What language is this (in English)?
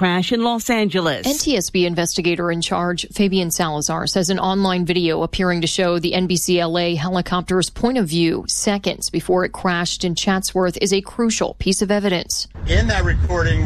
English